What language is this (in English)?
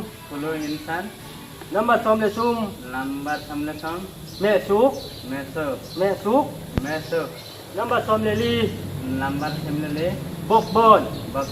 Tedim Chin